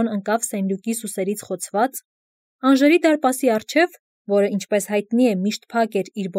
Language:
Armenian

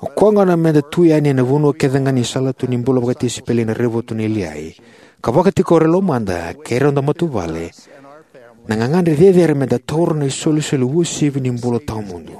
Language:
Fijian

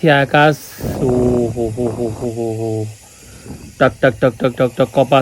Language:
Nepali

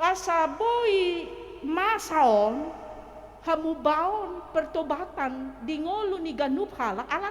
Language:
Batak Toba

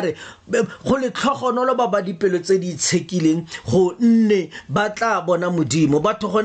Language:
Tswana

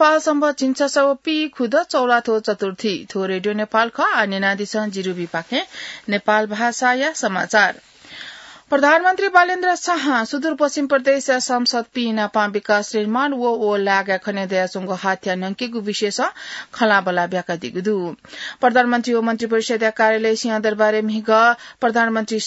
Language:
Newari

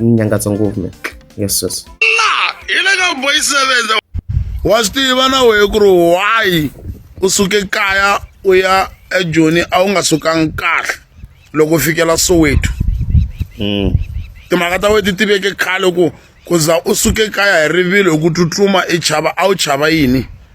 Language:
Tsonga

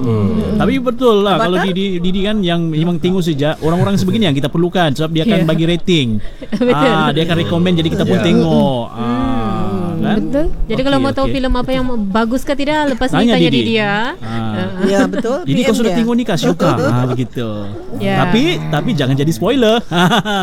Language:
Malay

